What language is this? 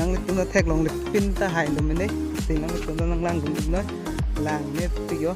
Karbi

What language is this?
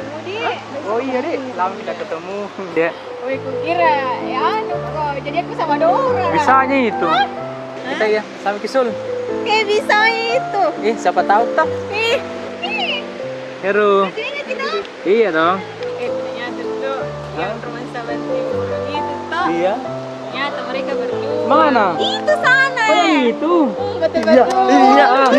Makassar Malay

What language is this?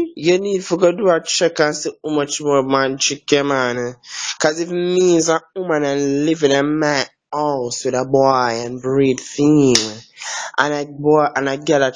Jamaican Creole English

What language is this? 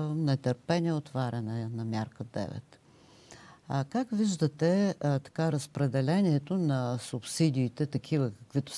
Bulgarian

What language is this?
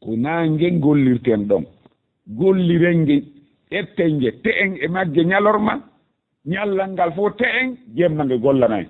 Fula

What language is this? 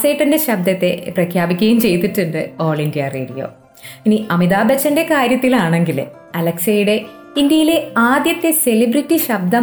Malayalam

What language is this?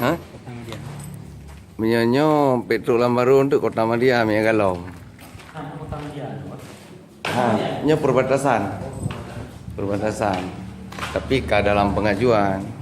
Achinese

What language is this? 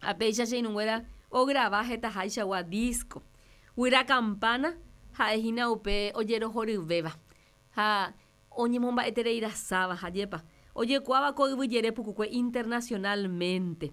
Guarani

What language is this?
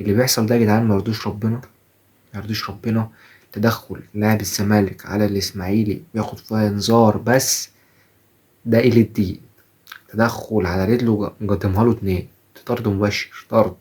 Egyptian Arabic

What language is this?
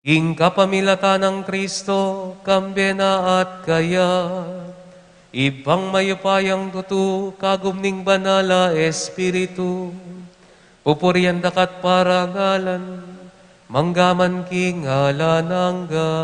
Pampanga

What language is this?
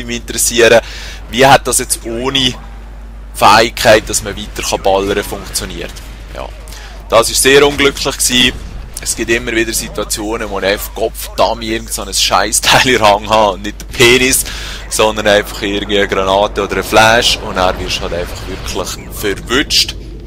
Swiss German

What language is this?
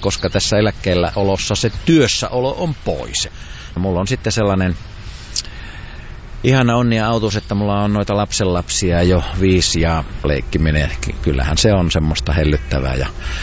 Finnish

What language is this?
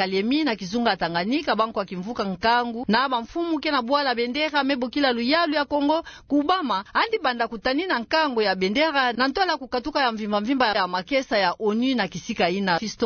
Kituba (Democratic Republic of Congo)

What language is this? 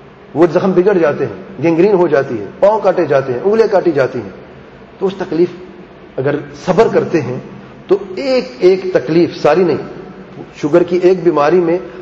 Urdu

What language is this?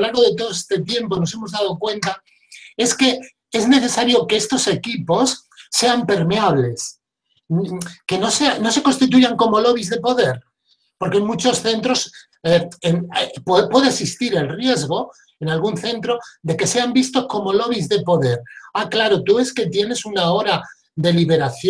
Spanish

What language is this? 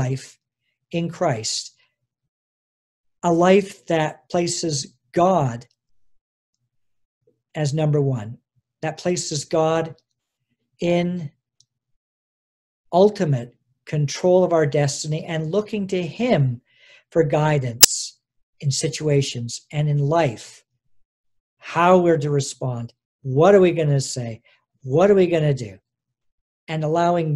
English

